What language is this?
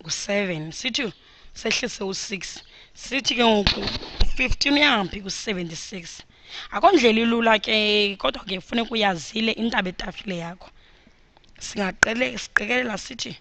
Xhosa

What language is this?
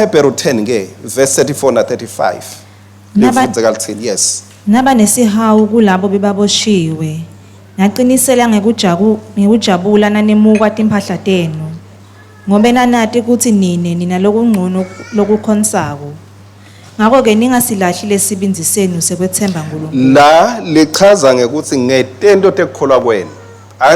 Swati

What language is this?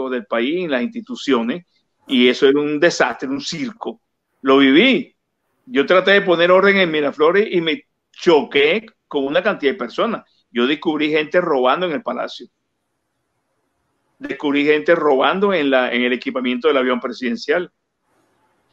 Spanish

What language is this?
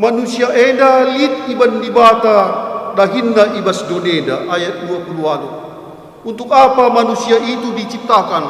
Batak Karo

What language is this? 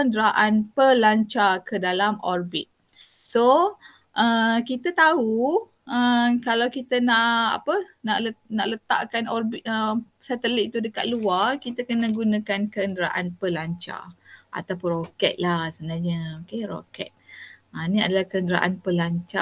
Malay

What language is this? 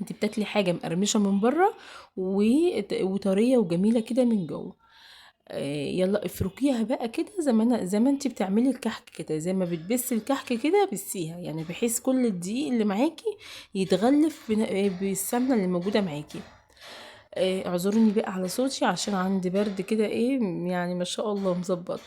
Egyptian Arabic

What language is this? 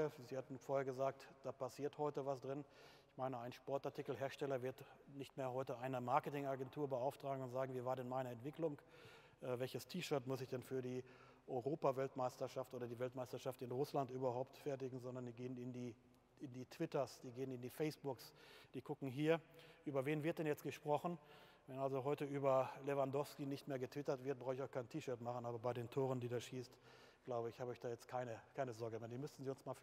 German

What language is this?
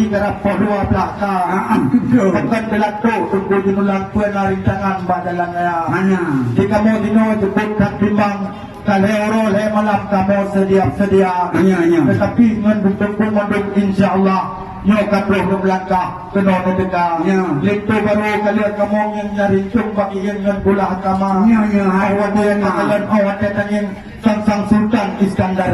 Achinese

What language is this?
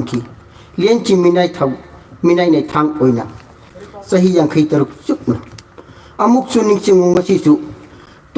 Manipuri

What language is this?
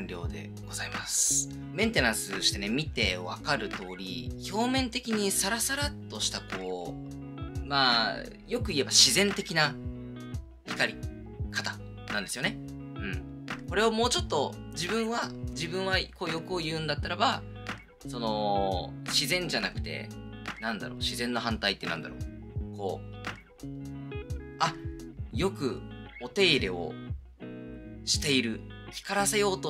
Japanese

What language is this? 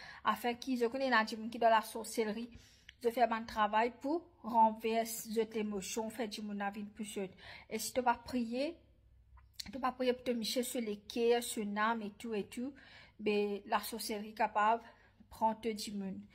Morisyen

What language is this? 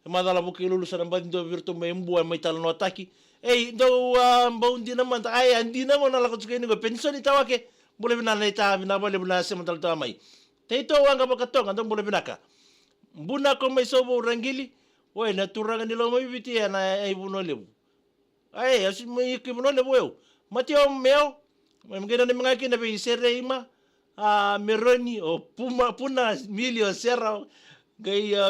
Fijian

